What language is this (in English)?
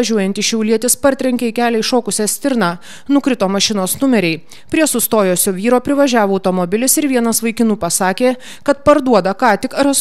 Lithuanian